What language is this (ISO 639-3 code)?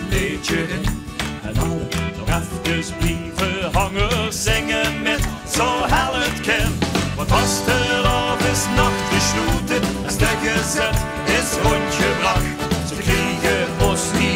lim